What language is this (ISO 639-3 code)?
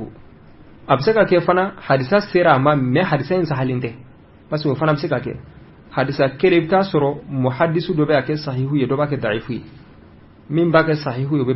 bam